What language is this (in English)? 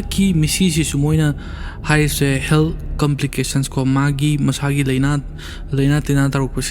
Manipuri